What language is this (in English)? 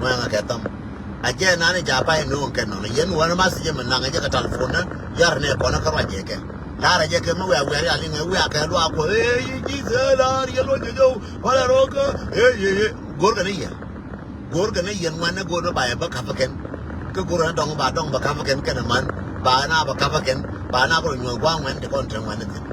Nuer